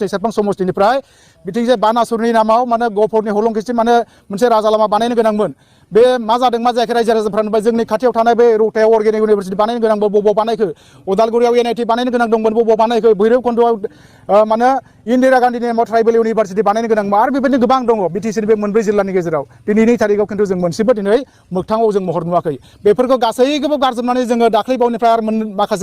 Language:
Bodo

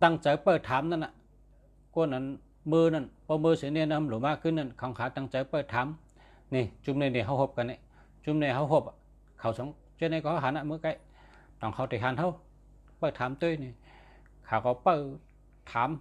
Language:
Shan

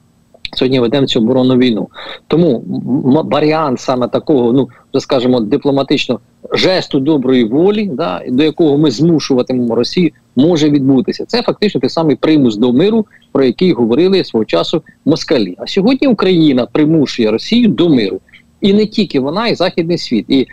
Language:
Ukrainian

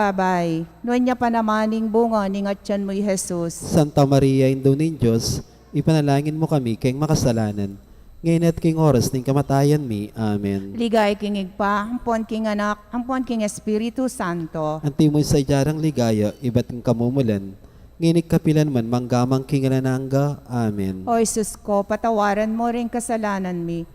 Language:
Pampanga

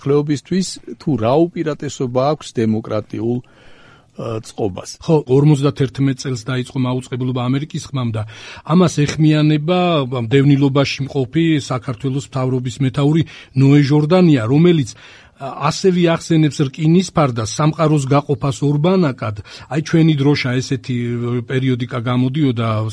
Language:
Georgian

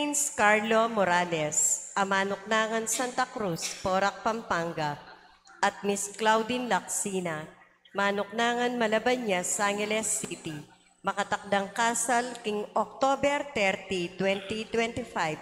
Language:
Pampanga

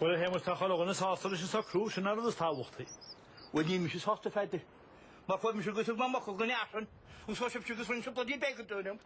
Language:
Irish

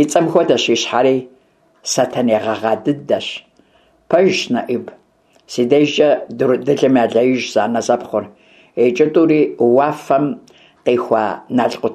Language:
Kabardian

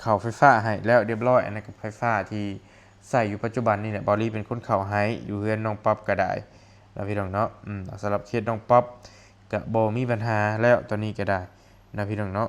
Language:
Lao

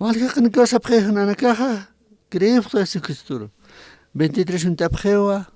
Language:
Aymara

